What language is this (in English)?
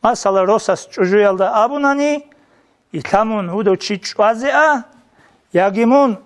Avaric